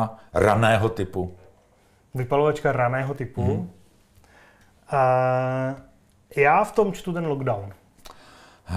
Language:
Czech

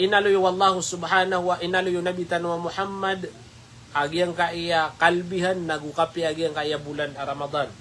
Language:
Maranao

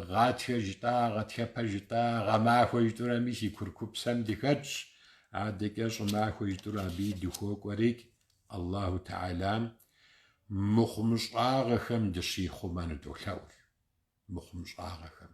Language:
Kabardian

